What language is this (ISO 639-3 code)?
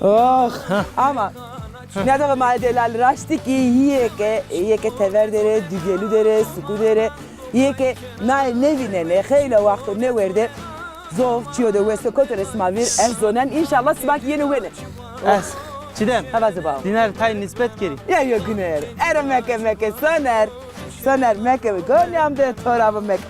zza